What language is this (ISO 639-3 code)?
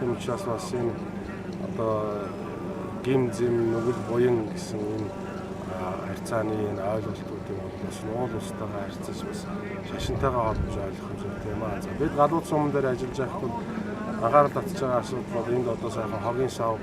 mon